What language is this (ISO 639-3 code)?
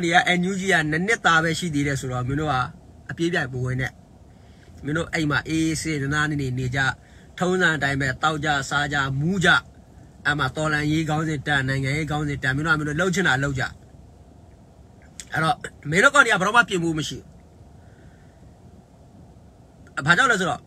mya